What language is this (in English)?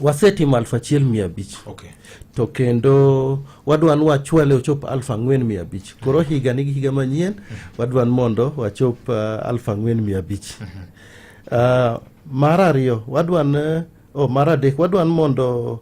Luo (Kenya and Tanzania)